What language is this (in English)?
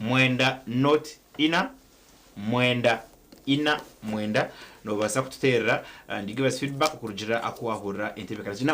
Nyankole